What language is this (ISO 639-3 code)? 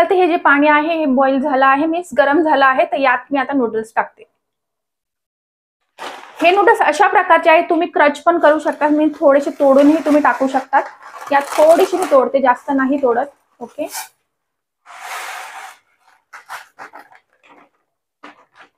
mar